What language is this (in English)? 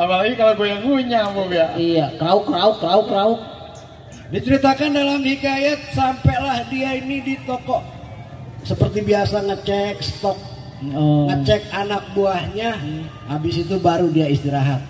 Betawi